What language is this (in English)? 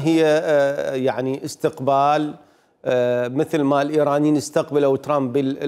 Mesopotamian Arabic